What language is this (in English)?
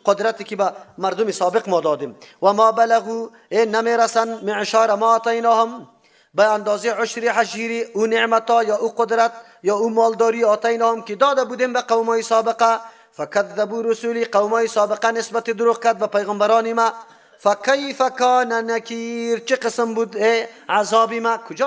Persian